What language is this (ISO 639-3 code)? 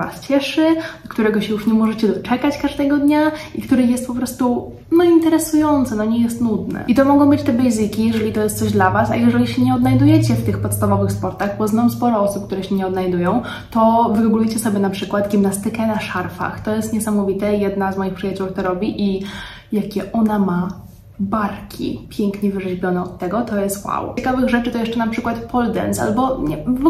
pol